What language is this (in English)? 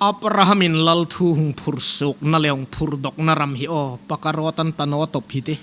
Hmar